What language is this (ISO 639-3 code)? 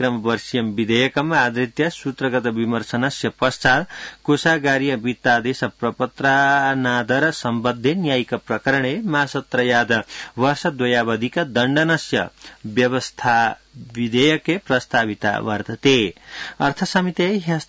san